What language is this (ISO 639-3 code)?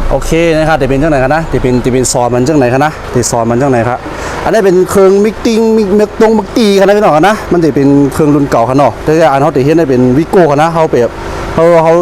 shn